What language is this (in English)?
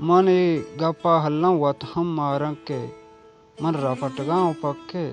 Baluchi